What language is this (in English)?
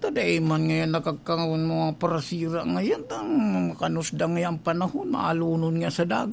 Bikol